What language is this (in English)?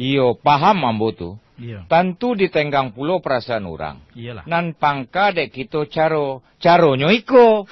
Minangkabau